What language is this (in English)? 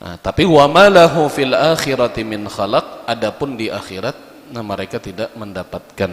Banjar